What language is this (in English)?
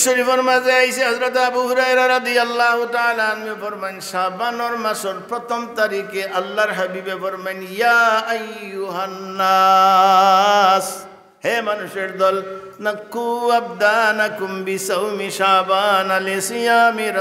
Sylheti